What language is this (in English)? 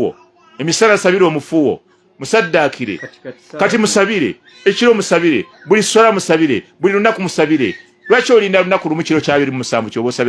Ganda